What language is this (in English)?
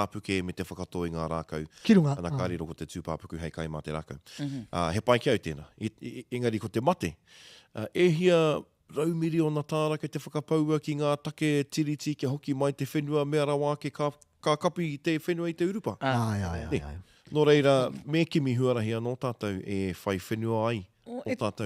Māori